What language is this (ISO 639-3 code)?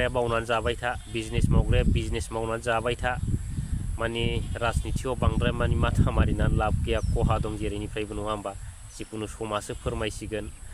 brx